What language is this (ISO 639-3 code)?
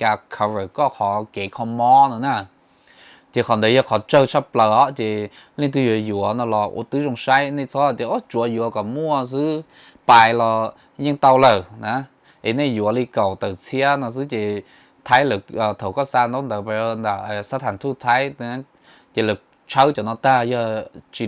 hmn